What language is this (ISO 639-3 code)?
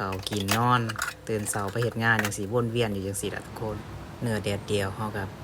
lao